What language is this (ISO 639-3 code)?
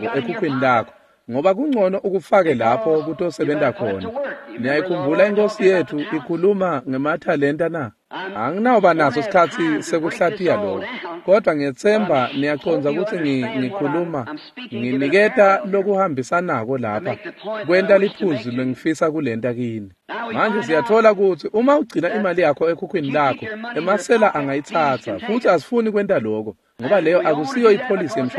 ssw